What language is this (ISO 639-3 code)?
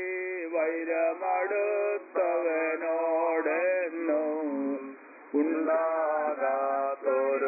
mal